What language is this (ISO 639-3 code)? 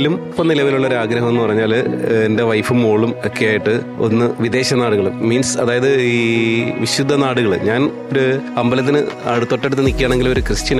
mal